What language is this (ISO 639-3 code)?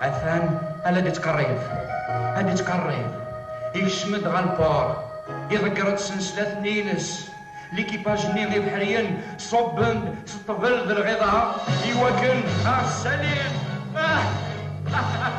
kab